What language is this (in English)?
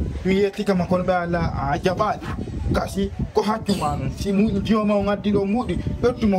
Fula